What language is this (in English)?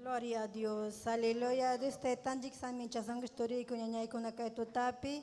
Ayacucho Quechua